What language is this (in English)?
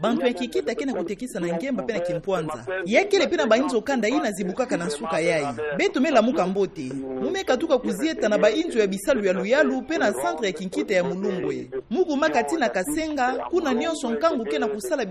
Kituba (Democratic Republic of Congo)